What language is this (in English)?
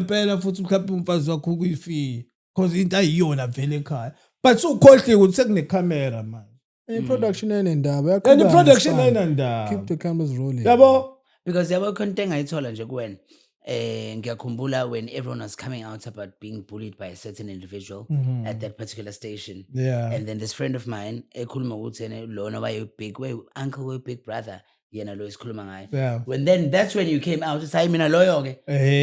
Zulu